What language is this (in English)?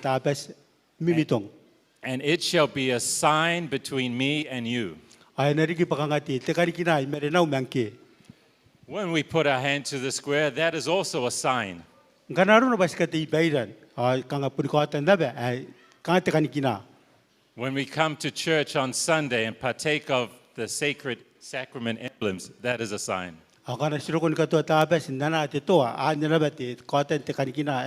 Gilbertese